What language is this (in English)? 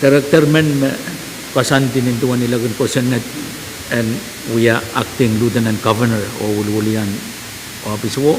Pohnpeian